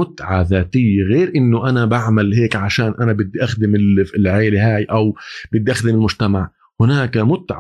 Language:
North Levantine Arabic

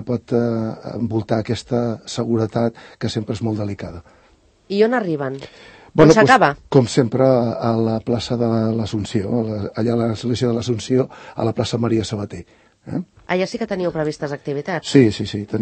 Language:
Catalan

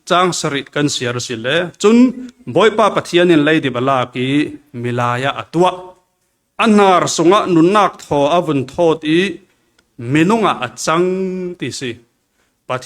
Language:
Falam Chin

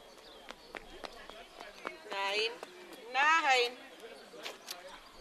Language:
German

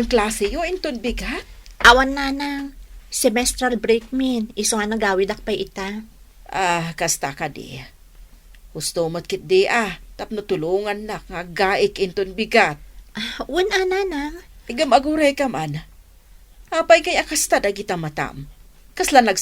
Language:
Iloko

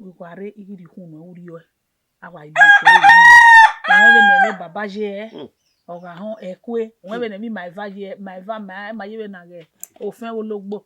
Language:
Bini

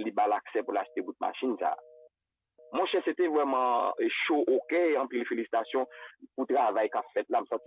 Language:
Haitian Creole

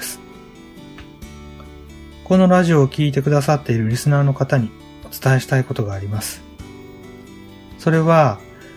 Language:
Japanese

